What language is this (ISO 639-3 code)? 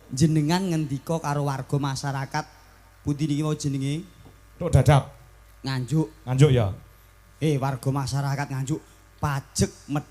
jav